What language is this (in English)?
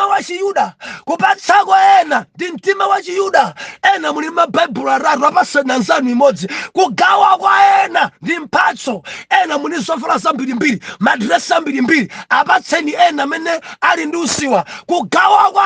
Nyanja